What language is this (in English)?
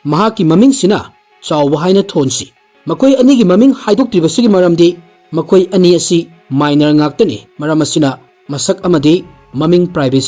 Manipuri